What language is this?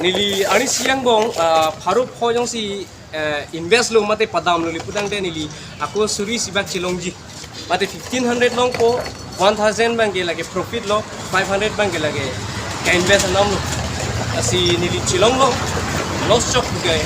Karbi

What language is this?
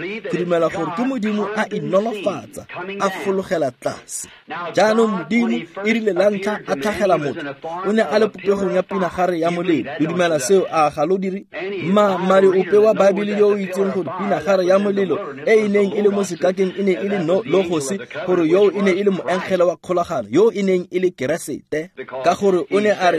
Tswana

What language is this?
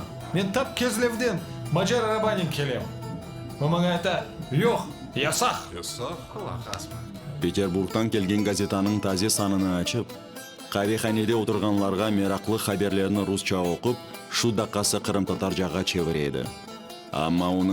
Crimean Tatar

